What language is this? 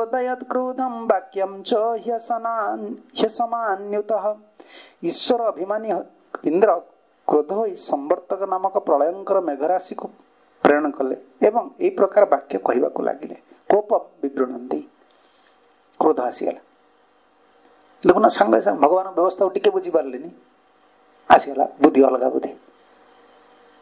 Odia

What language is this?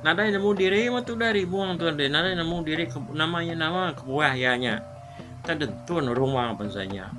Iban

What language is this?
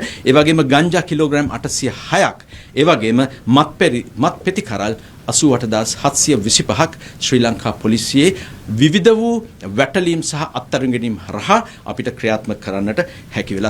Sinhala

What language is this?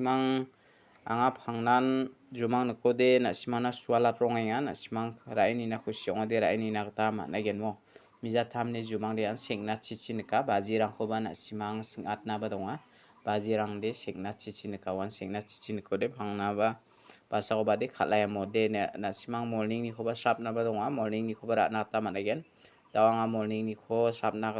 Garo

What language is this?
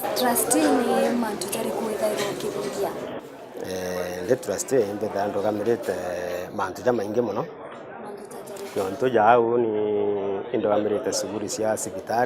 Meru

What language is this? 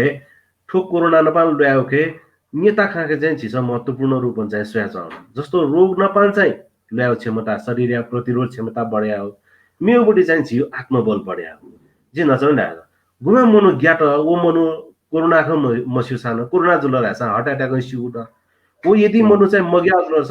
Newari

